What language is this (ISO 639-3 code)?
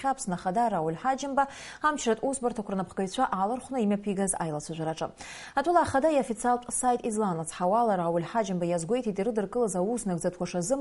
abk